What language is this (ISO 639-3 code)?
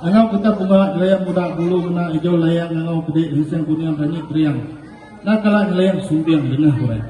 iba